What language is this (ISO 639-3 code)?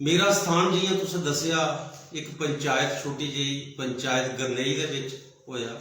doi